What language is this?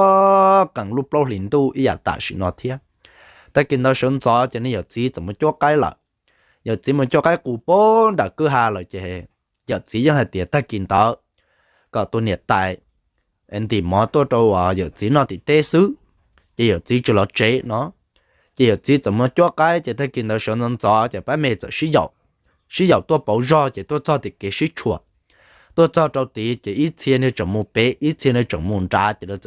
Hmong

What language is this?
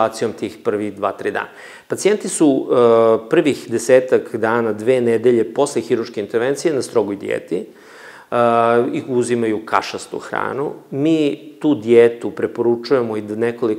Serbian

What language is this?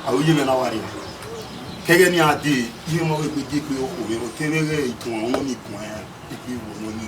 Bini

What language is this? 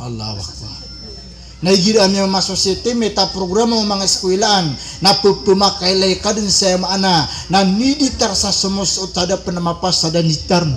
Maranao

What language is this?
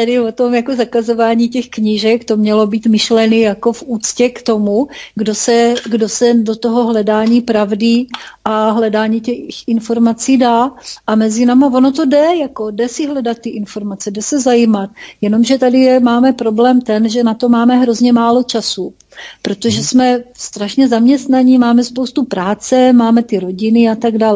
Czech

